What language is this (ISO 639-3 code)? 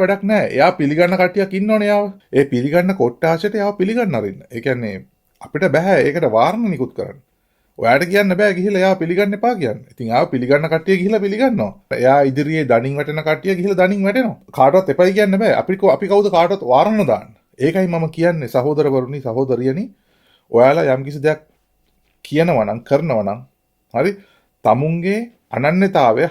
sin